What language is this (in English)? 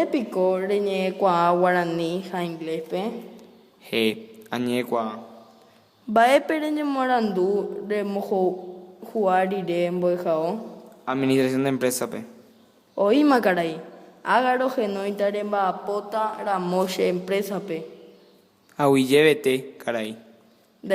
Guarani